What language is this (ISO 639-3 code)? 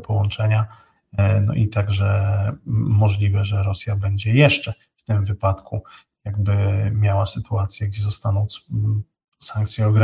pol